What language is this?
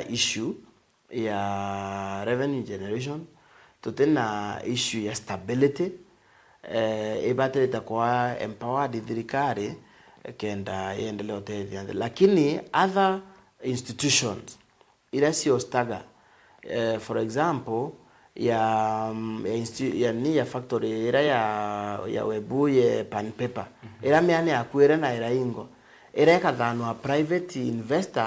Meru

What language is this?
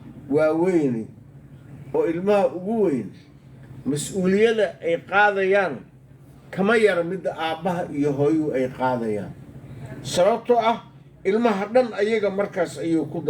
Somali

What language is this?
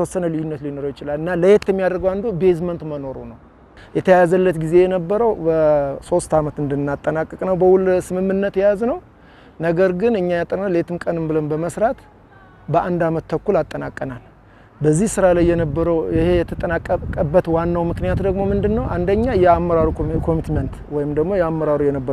Amharic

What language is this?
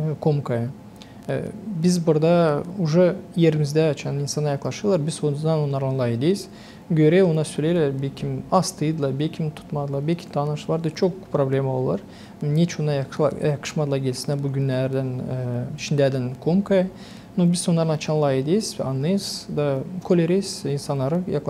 Gagauz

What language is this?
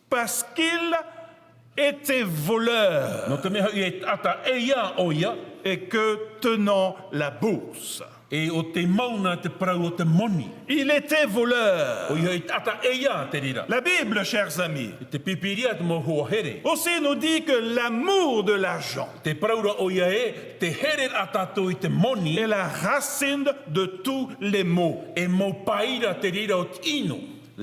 Tahitian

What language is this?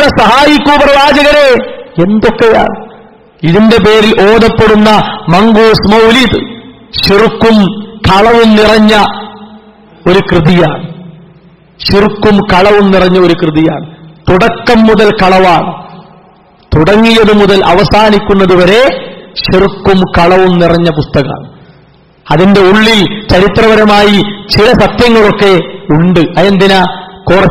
Malayalam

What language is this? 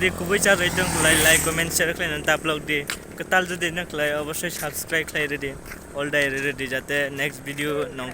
Kok Borok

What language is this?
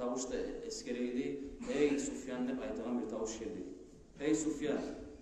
Kumyk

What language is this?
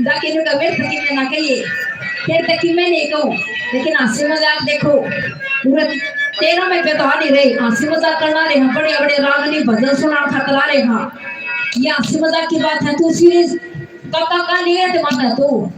Haryanvi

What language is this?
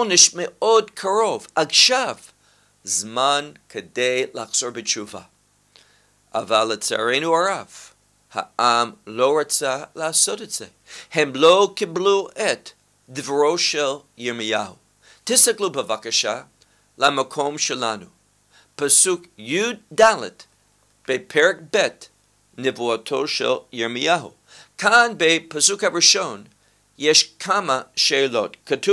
Hebrew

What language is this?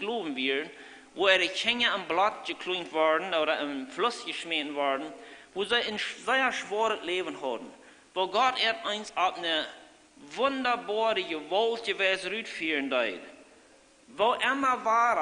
Plautdietsch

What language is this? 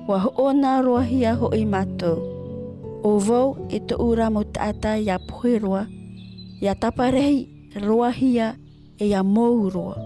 Tahitian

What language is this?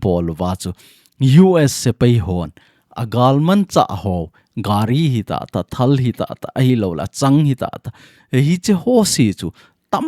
Thado Chin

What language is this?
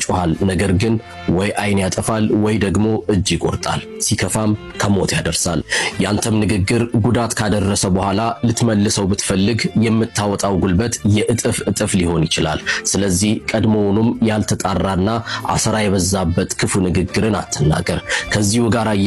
Amharic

